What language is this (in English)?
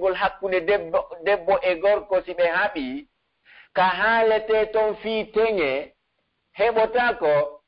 Pular